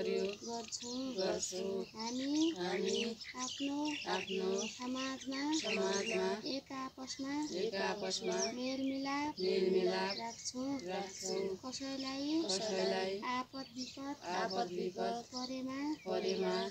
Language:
Nepali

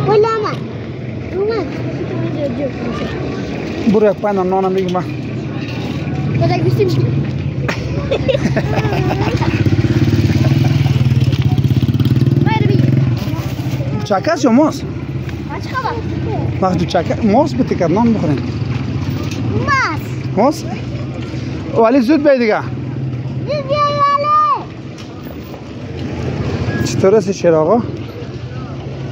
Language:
Persian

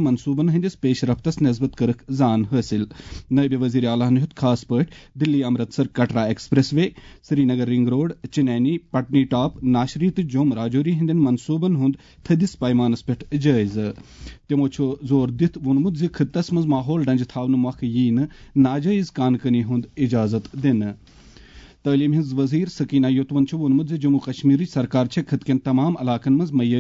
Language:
Kashmiri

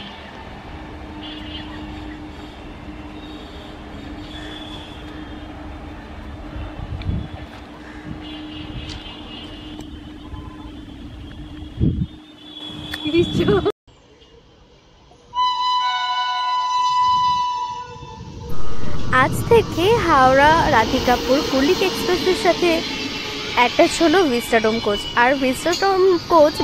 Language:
Bangla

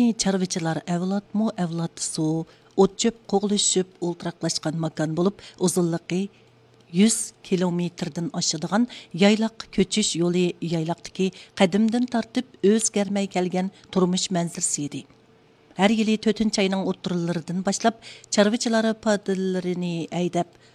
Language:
Uyghur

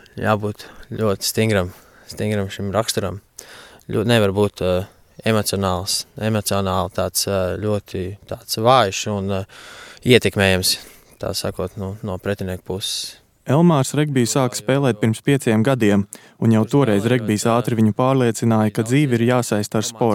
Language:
Latvian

